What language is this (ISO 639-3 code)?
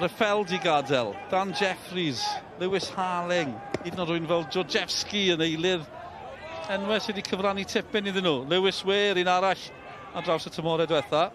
cym